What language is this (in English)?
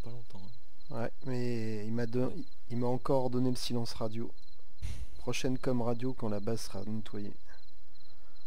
French